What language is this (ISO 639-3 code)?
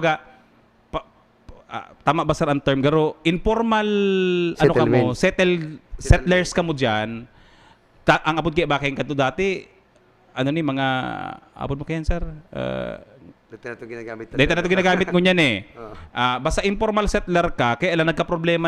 bik